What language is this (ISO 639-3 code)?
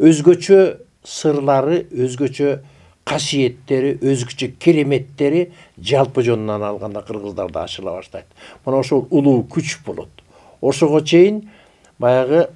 kir